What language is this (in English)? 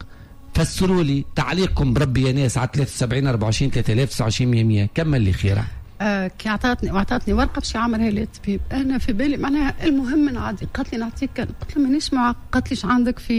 Tunisian Arabic